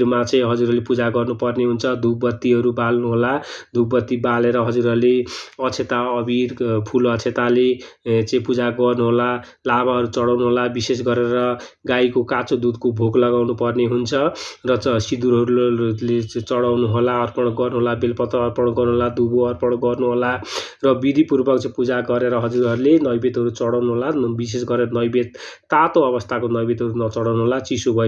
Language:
Nepali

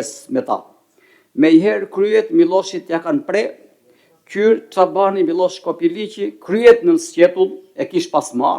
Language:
Albanian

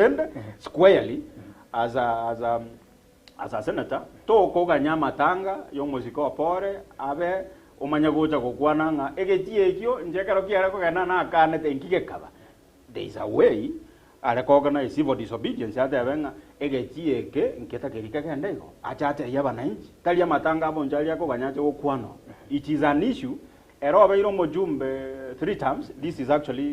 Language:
Gusii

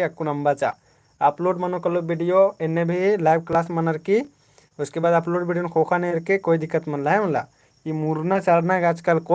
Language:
Kurukh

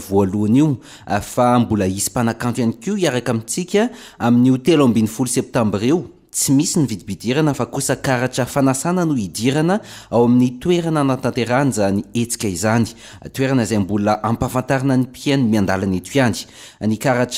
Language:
Malagasy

